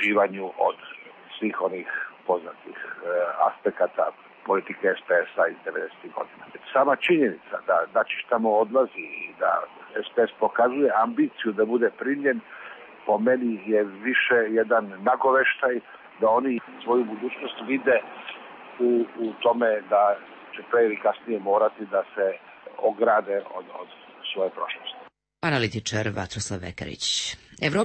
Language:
Serbian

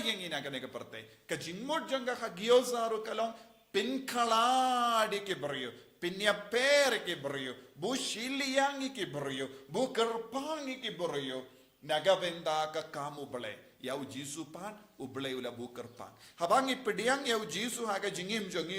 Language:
Khasi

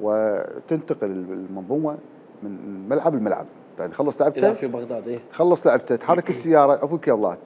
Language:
Mesopotamian Arabic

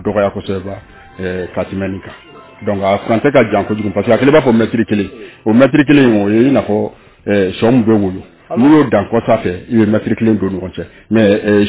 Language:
Bambara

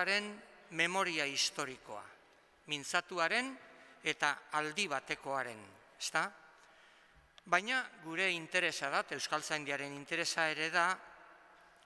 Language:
Basque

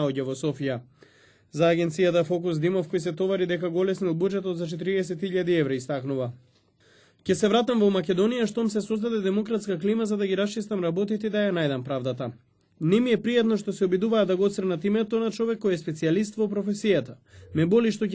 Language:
Macedonian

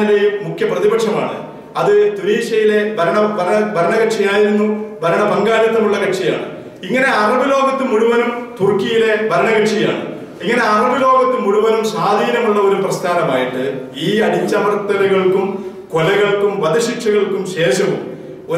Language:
Malayalam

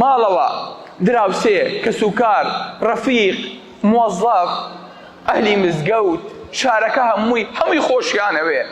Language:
Central Kurdish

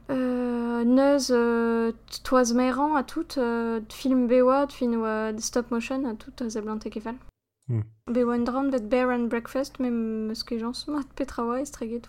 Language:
Breton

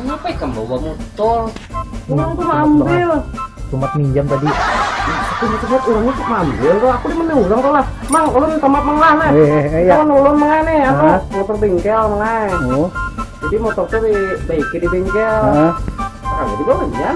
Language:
Banjar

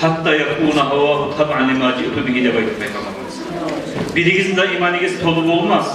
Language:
Kumyk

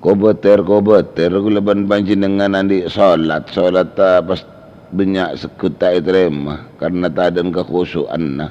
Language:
Madurese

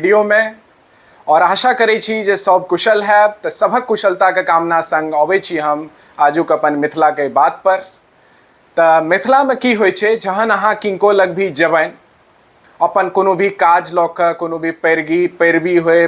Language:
Maithili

